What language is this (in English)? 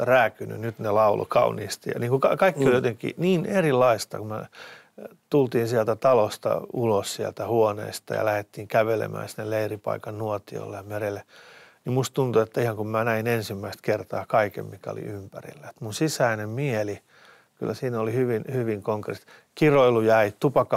Finnish